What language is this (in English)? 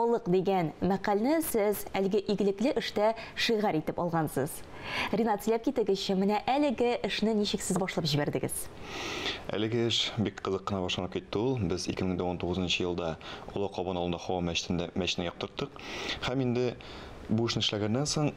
Tatar